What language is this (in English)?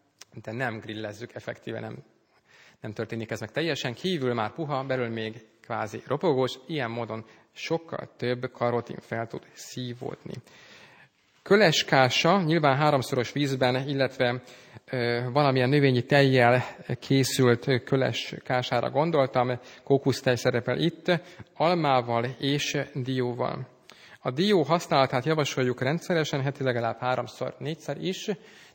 Hungarian